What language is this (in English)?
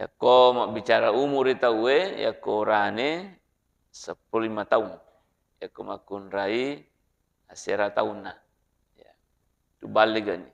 Buginese